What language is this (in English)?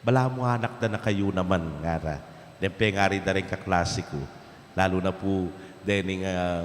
Pampanga